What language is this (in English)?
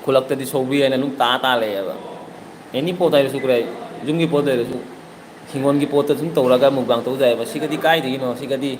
Manipuri